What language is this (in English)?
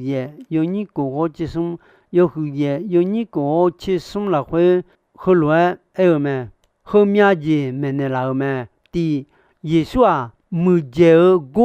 Akha